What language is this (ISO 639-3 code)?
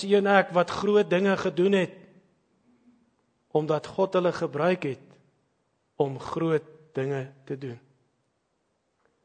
afr